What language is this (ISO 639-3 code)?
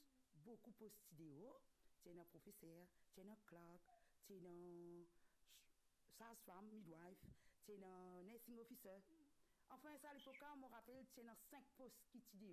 mfe